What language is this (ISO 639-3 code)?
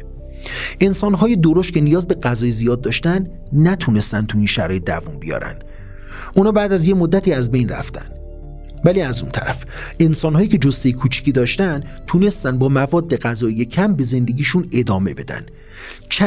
fas